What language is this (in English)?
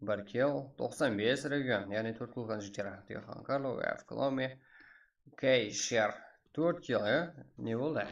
Kara-Kalpak